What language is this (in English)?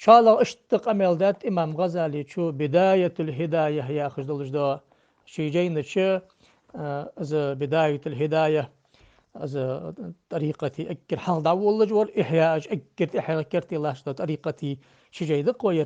Ingush